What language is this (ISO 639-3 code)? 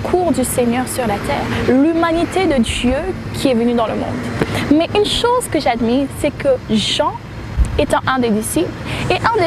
fra